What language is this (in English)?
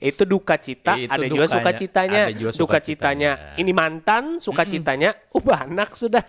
Banjar